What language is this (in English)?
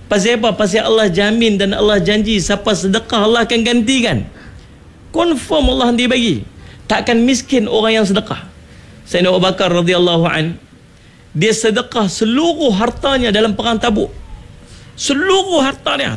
Malay